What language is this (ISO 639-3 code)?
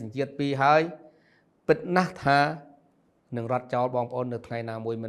khm